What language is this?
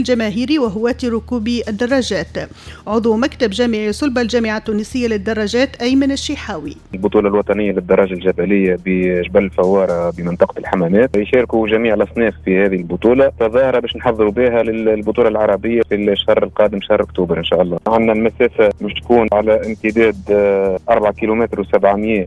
Tunisian Arabic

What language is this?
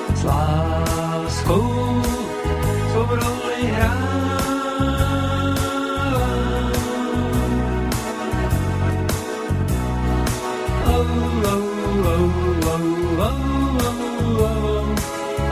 Czech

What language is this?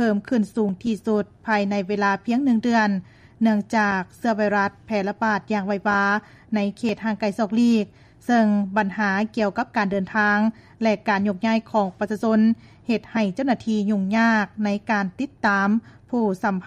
Lao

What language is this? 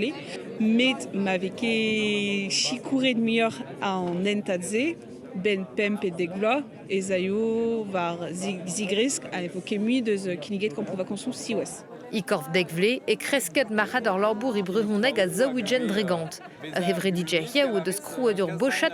Breton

